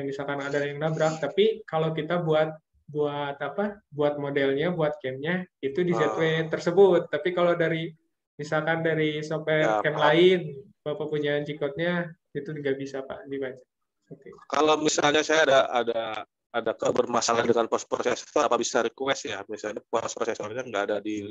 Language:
Indonesian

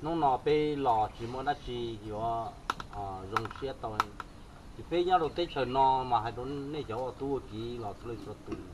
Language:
Hmong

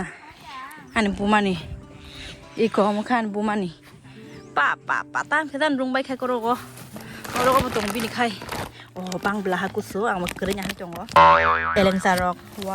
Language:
Kok Borok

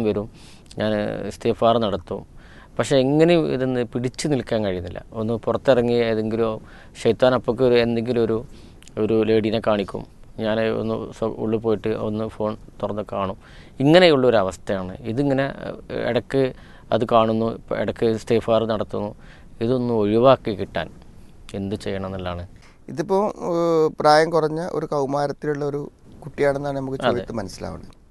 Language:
Malayalam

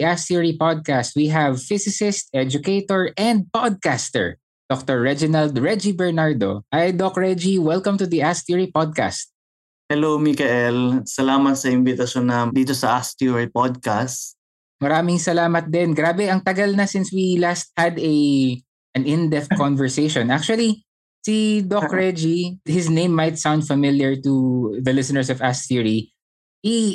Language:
Filipino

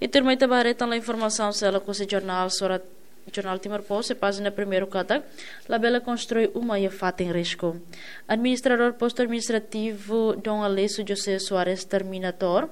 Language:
Tetum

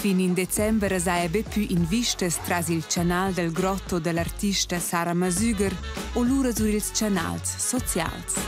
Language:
Romansh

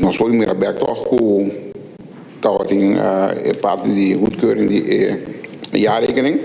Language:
Papiamento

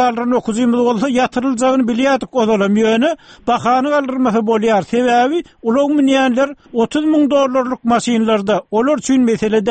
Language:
Turkmen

